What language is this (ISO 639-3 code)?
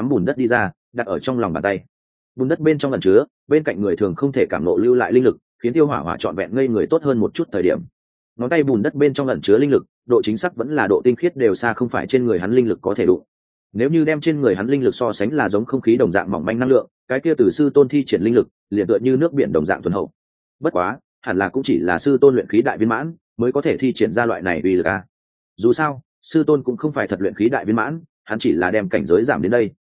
vie